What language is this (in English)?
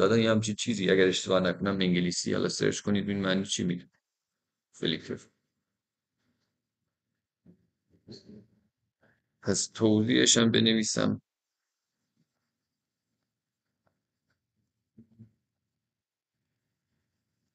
Persian